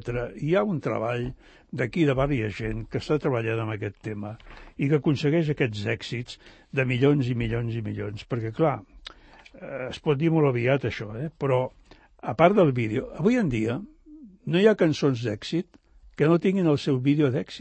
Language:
Catalan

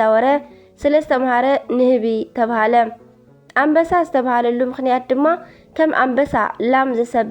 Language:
Tigrinya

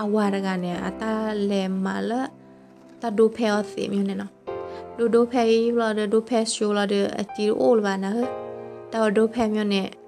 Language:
S'gaw Karen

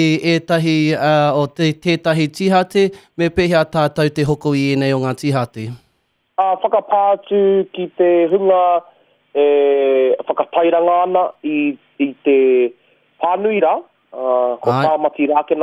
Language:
Māori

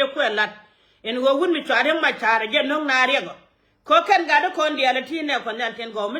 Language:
Nuer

